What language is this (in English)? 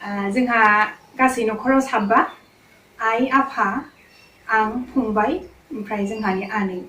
Bodo